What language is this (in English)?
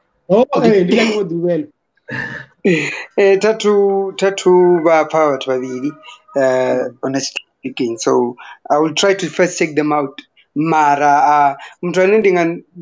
Venda